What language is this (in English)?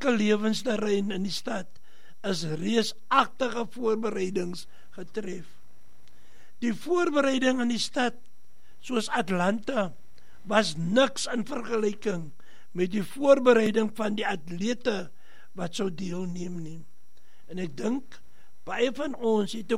Afrikaans